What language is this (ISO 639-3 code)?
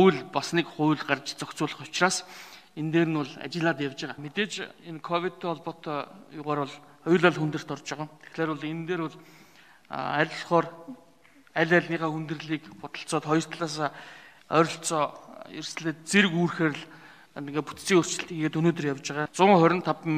mon